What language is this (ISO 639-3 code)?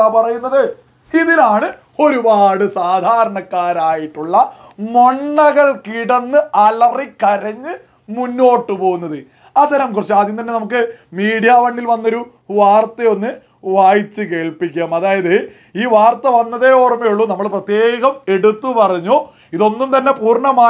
mal